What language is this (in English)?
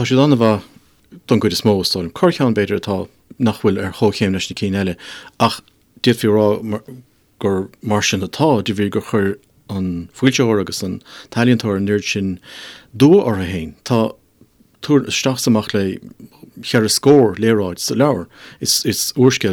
Irish